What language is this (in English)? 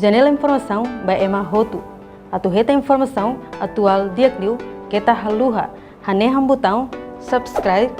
Tetum